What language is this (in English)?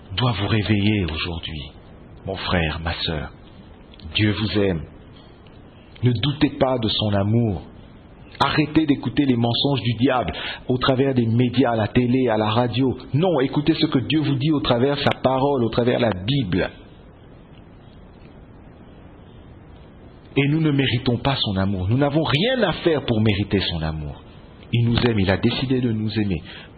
French